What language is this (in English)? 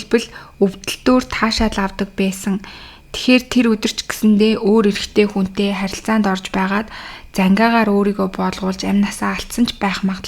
Mongolian